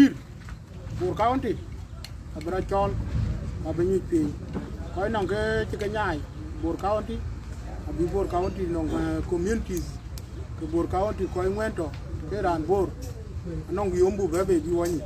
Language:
Dinka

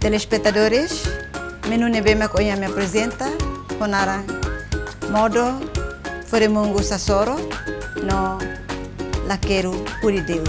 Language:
Tetum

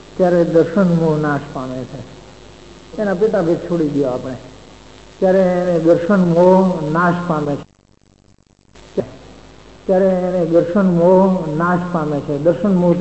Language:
Gujarati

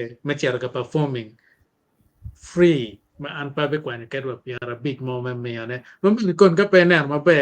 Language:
Acoli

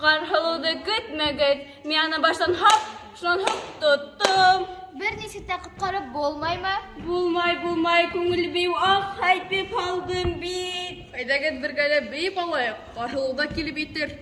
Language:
Bashkir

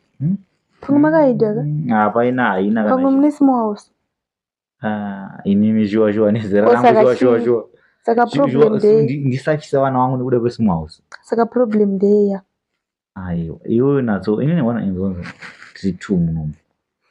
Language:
Shona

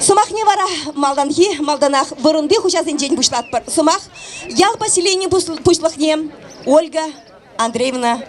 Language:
Chuvash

